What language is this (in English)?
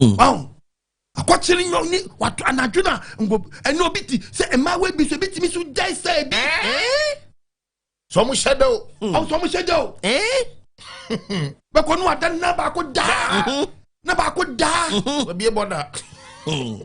Akan